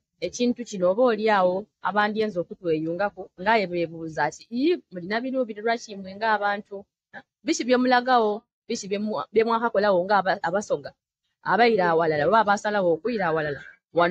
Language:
Soga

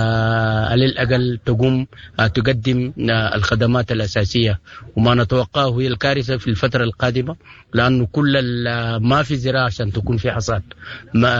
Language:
Sudanese Arabic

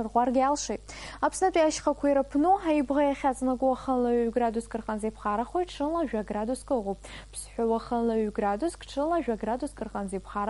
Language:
Abkhazian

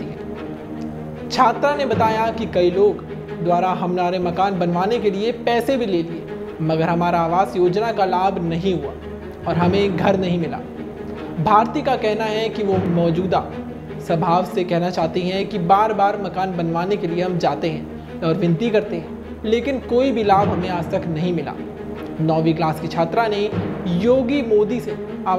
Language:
Hindi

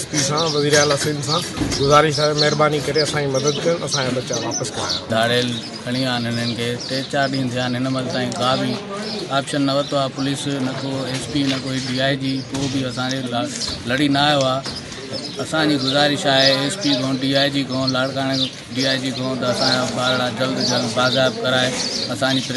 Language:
Sindhi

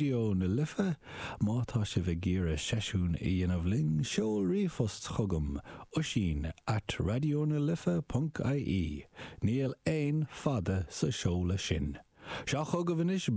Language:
Irish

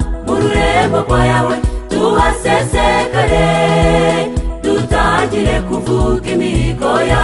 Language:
Kinyarwanda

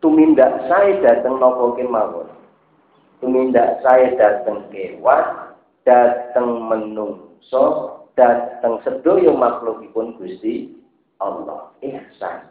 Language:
Javanese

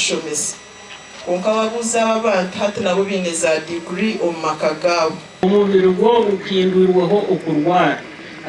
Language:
Nyankole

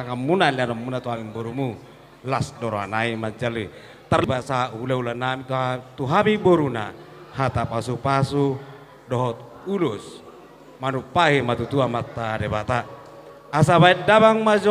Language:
Batak Toba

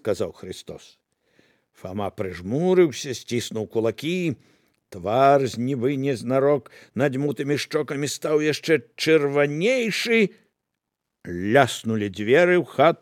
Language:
Belarusian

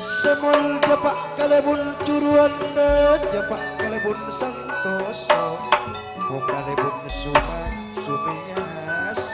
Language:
Madurese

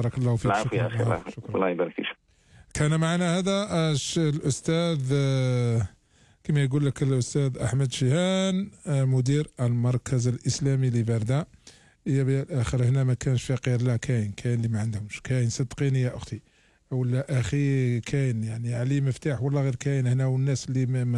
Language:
Algerian Arabic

